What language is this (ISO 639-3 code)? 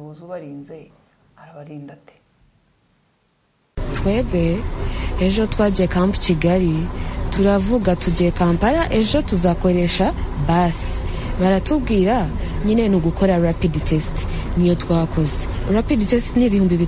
kin